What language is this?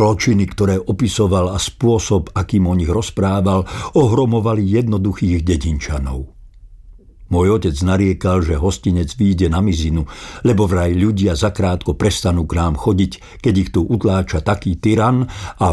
Slovak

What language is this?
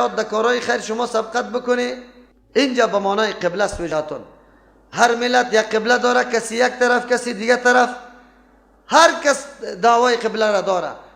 Persian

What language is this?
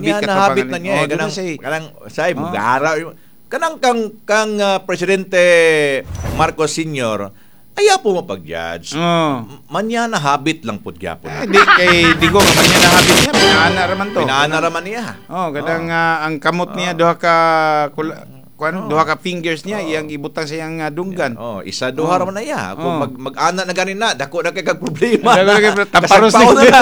Cebuano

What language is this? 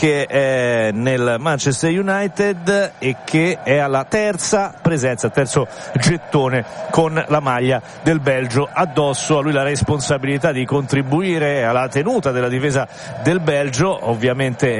Italian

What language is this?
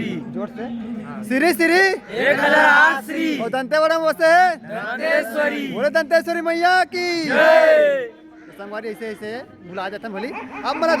Chhattisgarhi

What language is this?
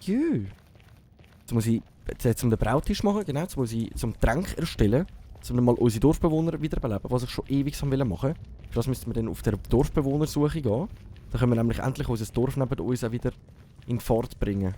Swiss German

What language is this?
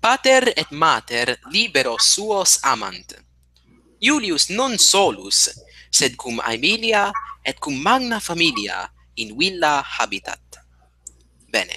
Latin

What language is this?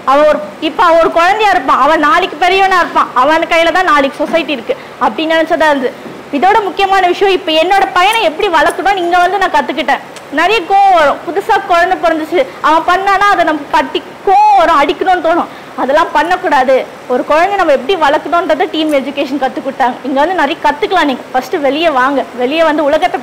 Tamil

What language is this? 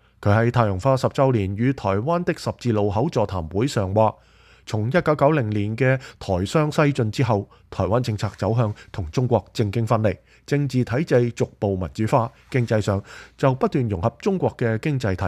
Cantonese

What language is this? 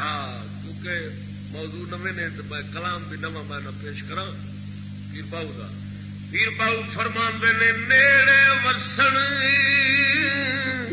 Saraiki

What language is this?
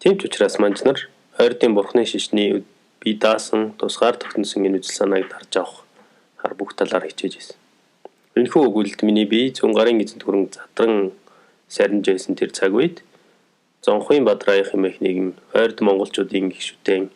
Mongolian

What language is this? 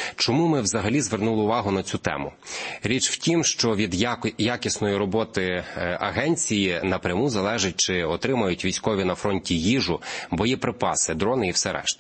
Ukrainian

